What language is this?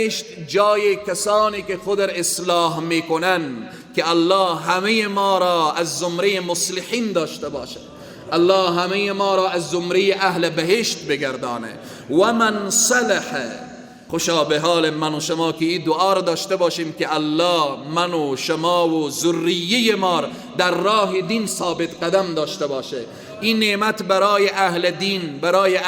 Persian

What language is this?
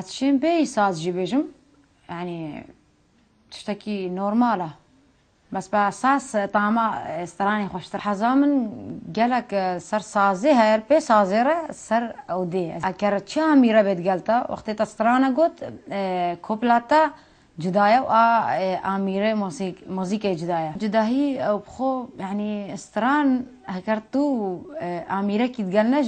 Kurdish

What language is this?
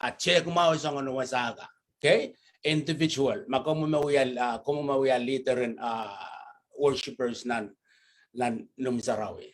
Pohnpeian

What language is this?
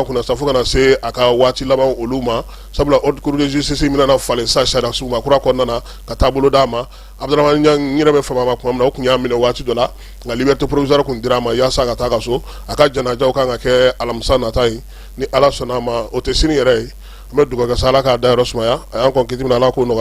Bambara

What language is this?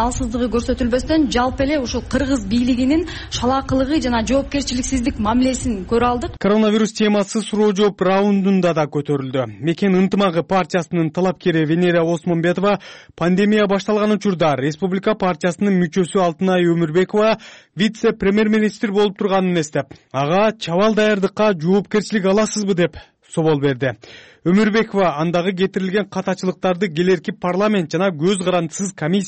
Kyrgyz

